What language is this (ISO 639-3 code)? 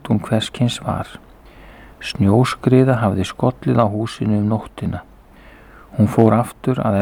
isl